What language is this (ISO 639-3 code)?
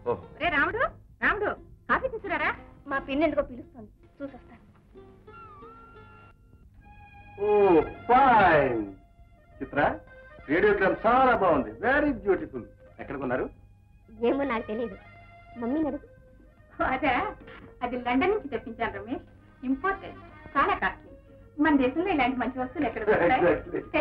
tel